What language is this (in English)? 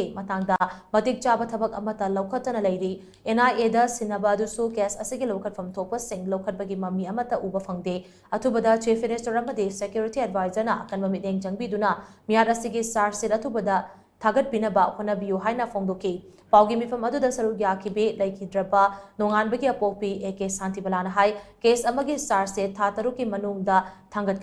Manipuri